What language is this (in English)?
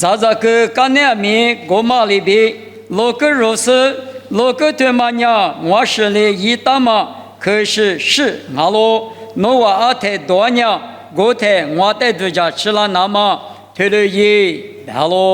Lisu